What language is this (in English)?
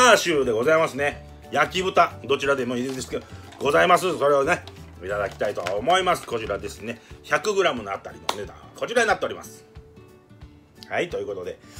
Japanese